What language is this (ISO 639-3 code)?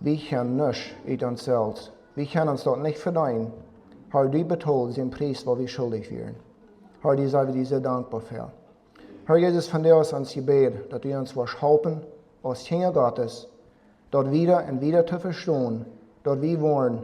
pdt